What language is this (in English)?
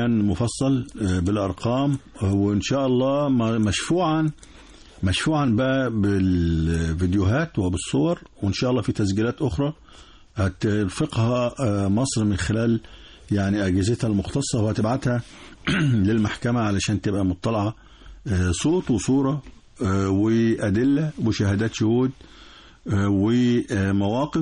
Egyptian Arabic